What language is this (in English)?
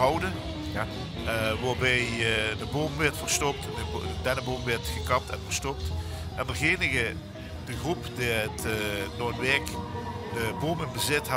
Limburgish